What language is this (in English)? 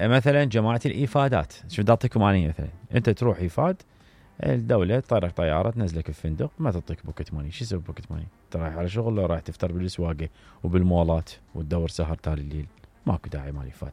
Mesopotamian Arabic